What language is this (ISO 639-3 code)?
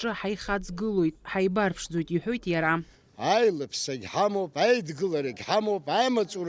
abk